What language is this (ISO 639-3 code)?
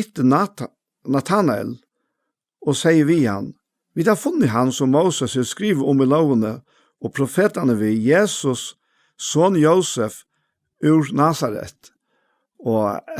fao